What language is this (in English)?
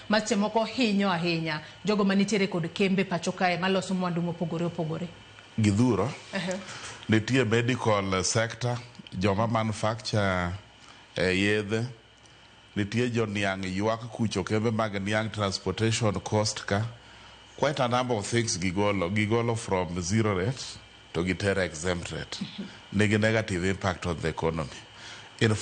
Luo (Kenya and Tanzania)